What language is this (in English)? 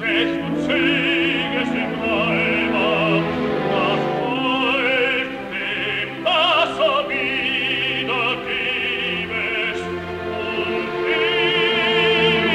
German